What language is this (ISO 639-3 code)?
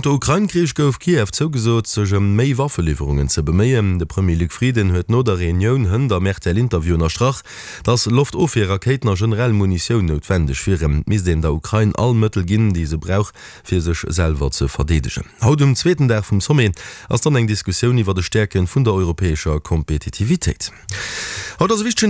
ltz